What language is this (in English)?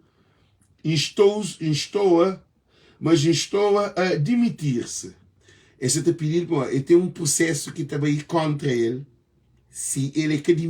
Kabuverdianu